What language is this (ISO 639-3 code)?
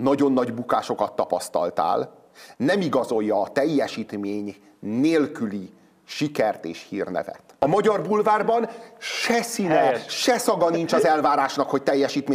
hun